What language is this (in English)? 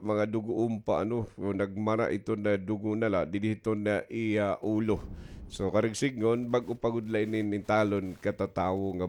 Waray